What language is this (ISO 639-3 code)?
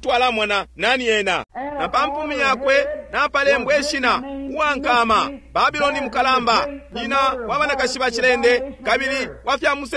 bem